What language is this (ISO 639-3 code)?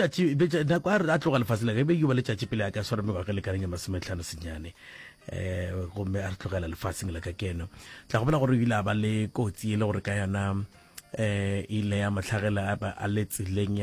nso